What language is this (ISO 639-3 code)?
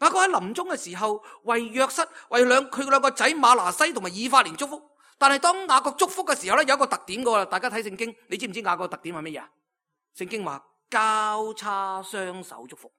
yue